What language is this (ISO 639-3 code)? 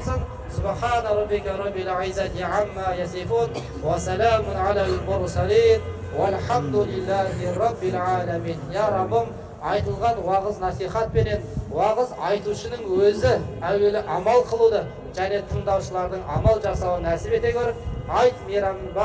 kaz